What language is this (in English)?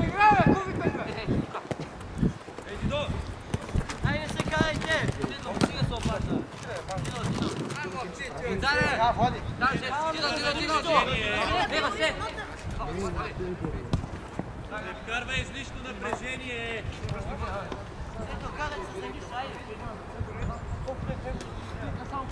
Bulgarian